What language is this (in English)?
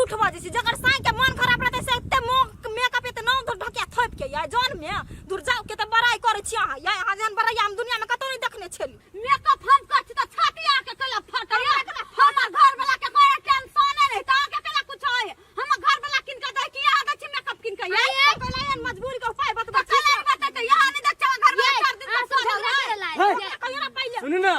Maithili